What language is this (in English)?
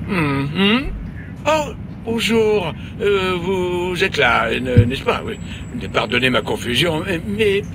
French